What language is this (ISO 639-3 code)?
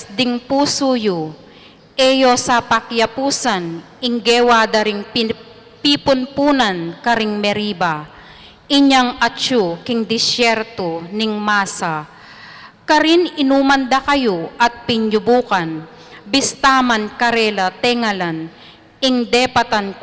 pam